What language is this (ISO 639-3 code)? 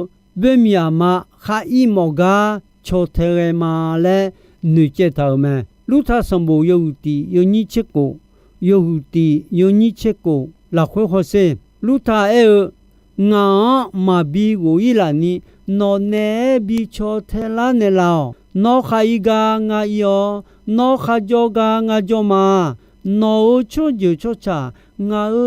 ahk